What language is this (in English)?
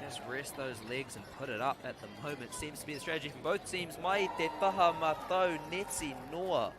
Māori